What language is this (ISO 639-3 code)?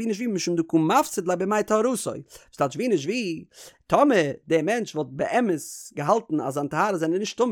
yid